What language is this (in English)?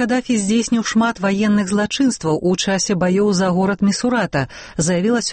Belarusian